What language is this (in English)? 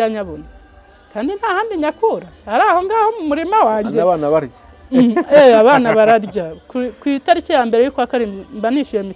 Kinyarwanda